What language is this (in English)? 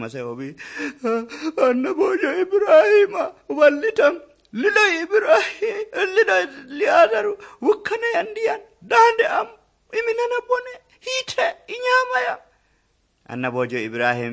Nigerian Fulfulde